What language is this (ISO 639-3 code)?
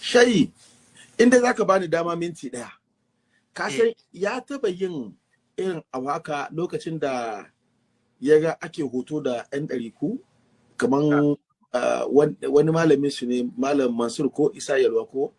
hau